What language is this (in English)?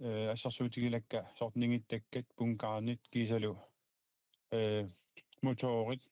Kalaallisut